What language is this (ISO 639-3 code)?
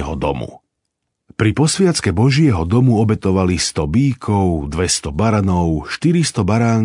slk